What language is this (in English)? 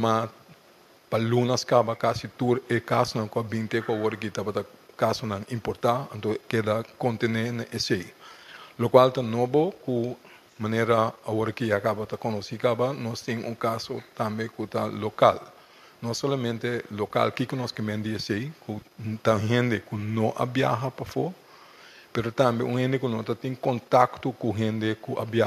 Papiamento